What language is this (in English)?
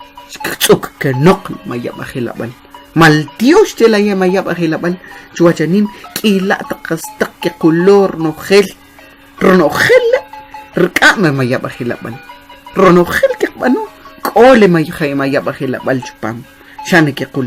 Kʼicheʼ